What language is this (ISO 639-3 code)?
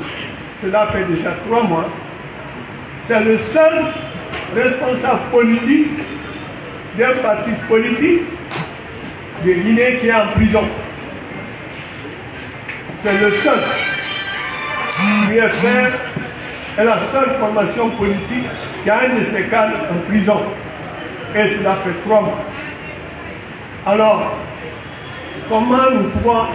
fra